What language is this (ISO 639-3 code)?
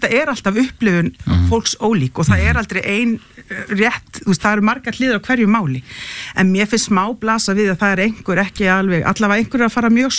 isl